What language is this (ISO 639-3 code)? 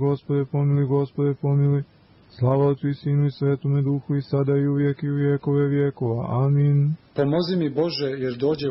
srp